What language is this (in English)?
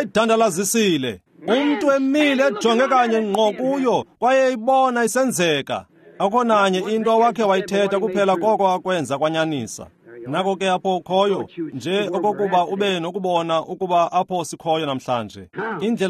Xhosa